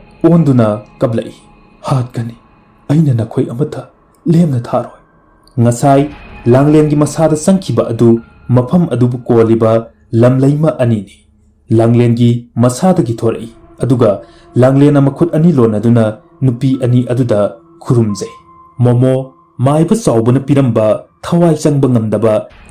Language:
Manipuri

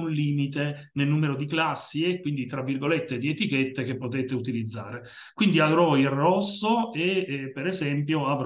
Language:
Italian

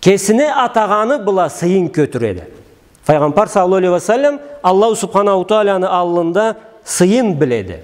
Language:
Karachay-Balkar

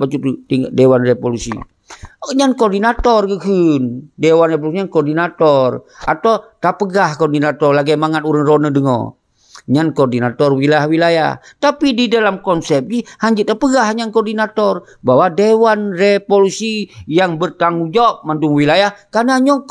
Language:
Achinese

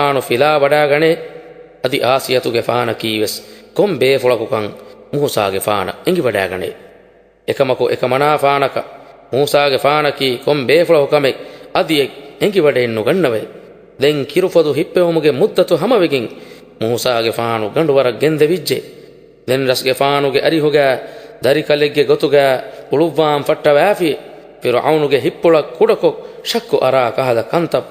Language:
Divehi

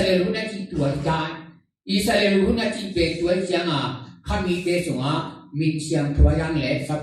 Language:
Tedim Chin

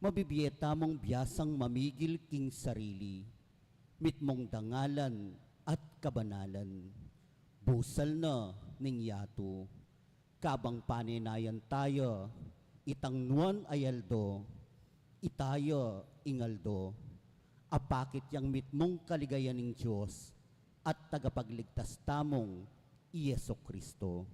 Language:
Pampanga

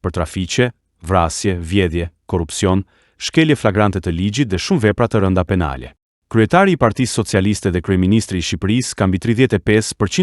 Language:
Albanian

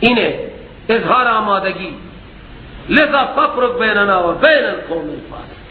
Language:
Persian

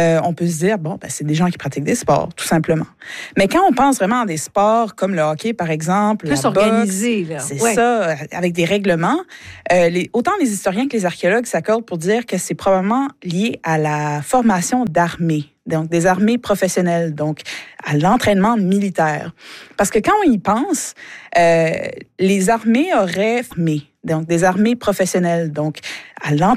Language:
French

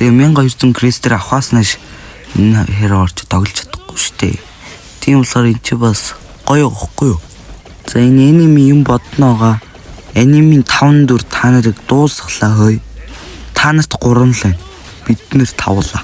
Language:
Mongolian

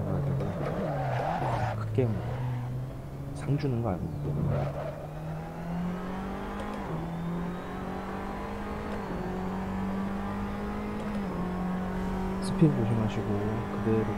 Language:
Korean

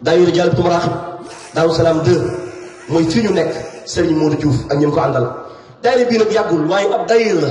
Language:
Wolof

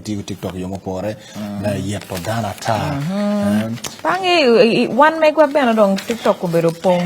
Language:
Acoli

